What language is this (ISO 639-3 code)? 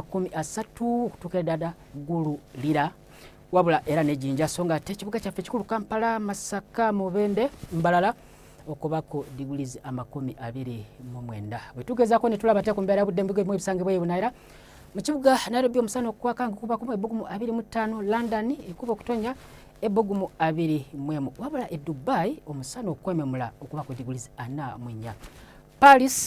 lug